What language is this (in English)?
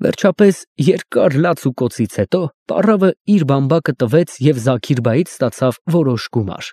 Armenian